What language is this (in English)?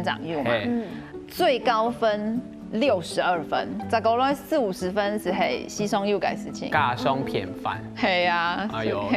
Hakka Chinese